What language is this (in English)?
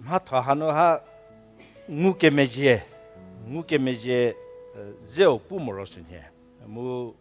Angami Naga